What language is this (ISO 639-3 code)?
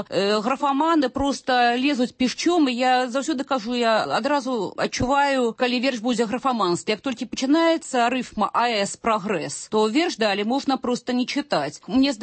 bel